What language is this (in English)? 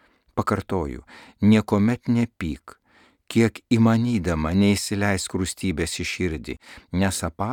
Lithuanian